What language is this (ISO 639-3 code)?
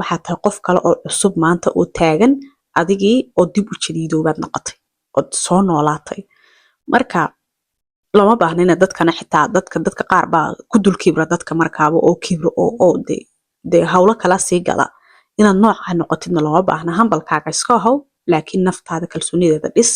som